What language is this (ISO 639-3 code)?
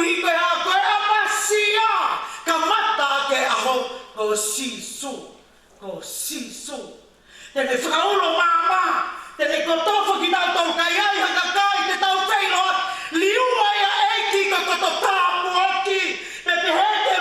ton